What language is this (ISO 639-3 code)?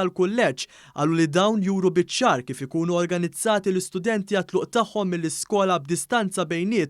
mlt